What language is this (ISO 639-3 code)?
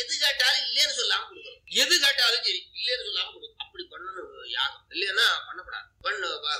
tam